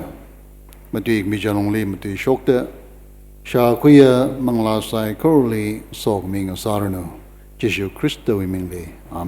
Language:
Tangkhul Naga (India)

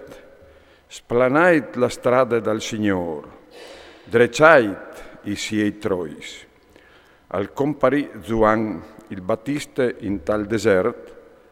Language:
Friulian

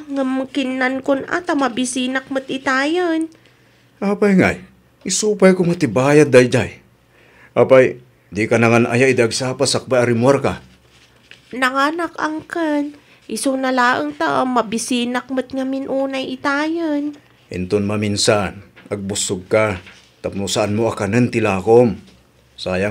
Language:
Iloko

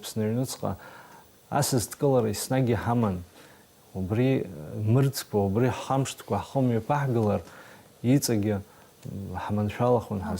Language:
Abkhazian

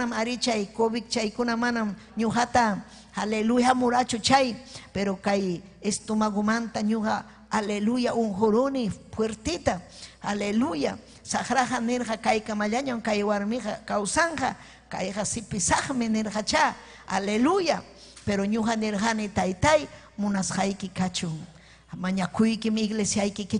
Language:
Ayacucho Quechua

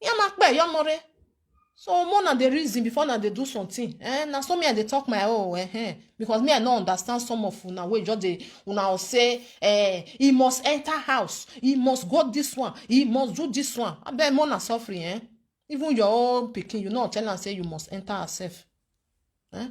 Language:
Nigerian Pidgin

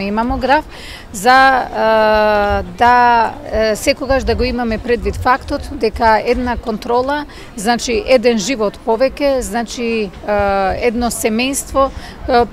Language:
Macedonian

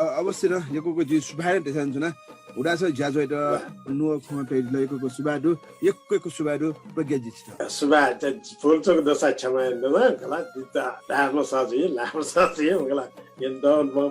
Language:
Newari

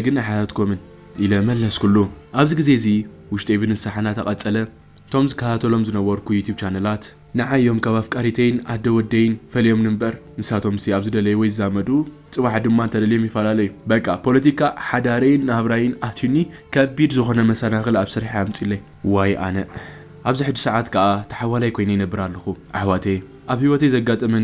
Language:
Tigrinya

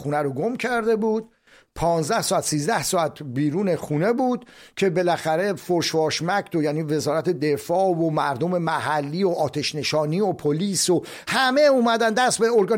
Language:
Persian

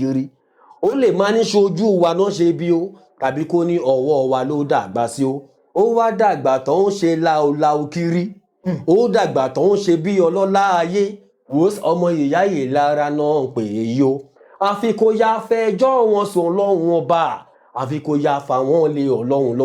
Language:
Yoruba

